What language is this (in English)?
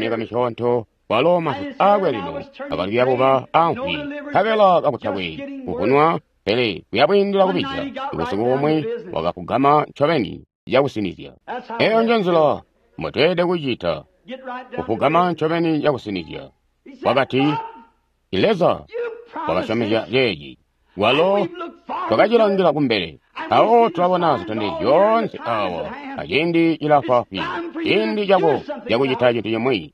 Tonga (Zambia)